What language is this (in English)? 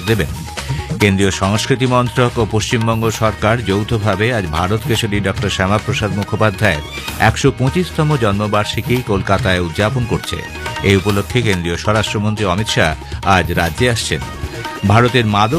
Bangla